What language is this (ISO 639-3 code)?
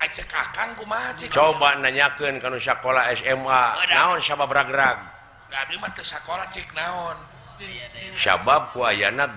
sun